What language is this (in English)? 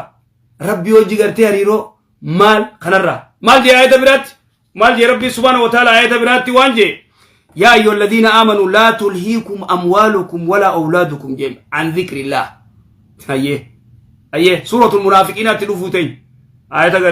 Oromo